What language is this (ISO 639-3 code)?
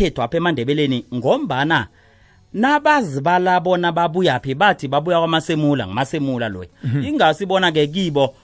nbl